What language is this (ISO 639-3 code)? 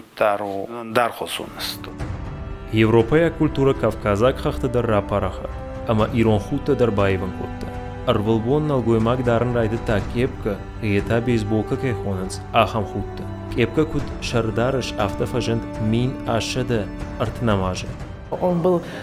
oss